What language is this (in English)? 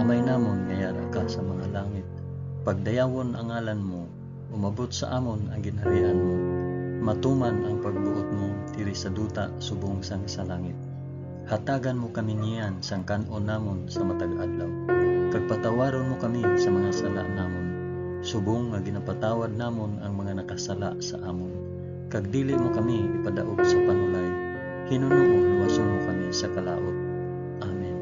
Hiligaynon